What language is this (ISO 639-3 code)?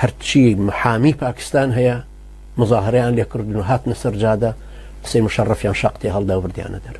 ckb